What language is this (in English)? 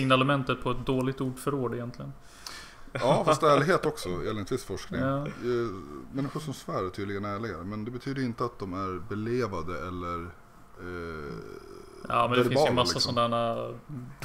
Swedish